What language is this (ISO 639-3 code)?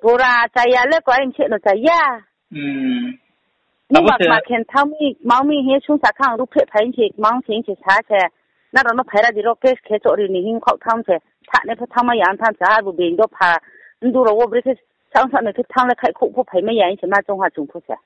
ria